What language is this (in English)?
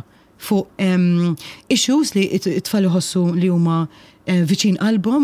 Maltese